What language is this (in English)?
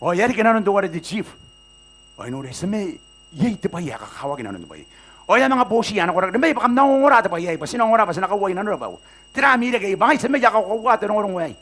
Gilbertese